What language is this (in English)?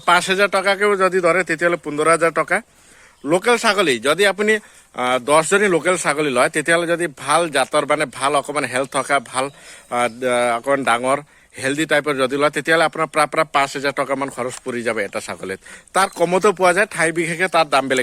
Assamese